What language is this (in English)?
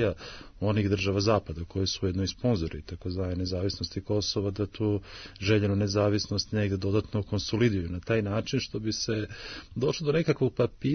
Serbian